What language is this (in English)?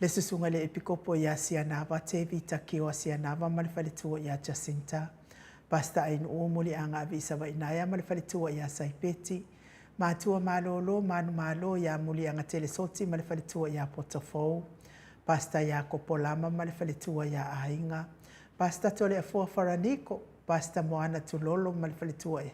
Samoan